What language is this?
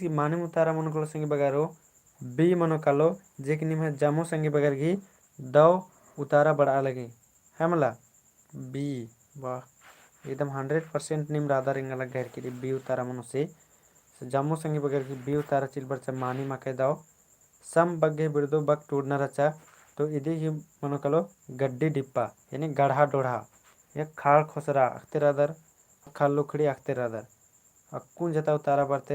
Kurukh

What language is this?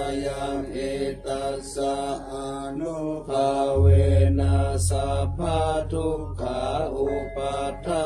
Pali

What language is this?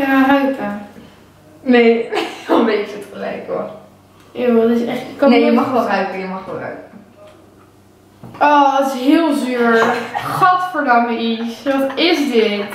Dutch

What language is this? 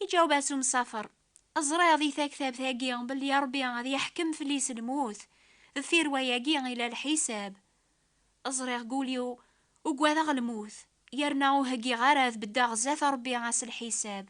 Kabyle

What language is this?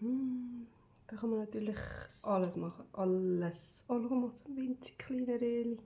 Swiss German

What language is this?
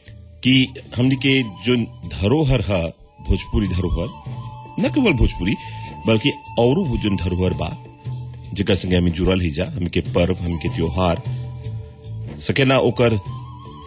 Bhojpuri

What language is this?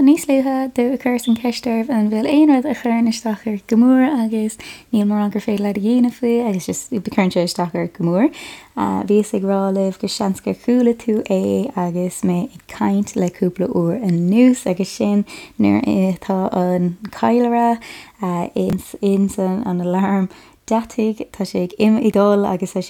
Irish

